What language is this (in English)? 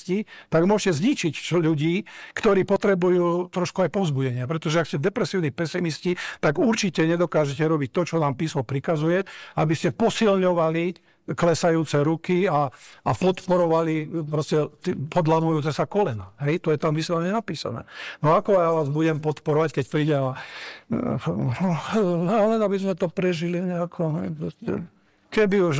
Slovak